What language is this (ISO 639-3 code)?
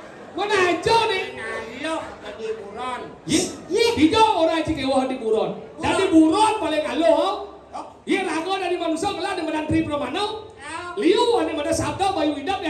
ban